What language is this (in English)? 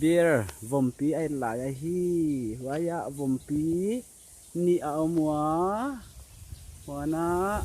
Paite Chin